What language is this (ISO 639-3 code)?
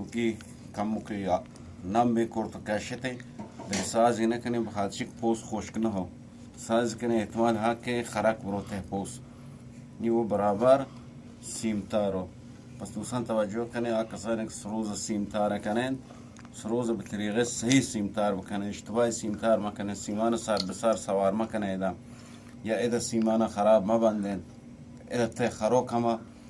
bgp